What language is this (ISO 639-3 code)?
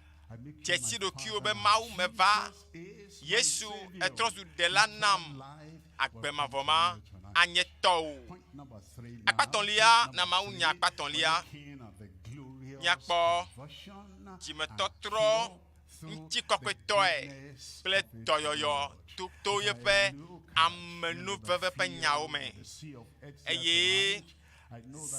ewe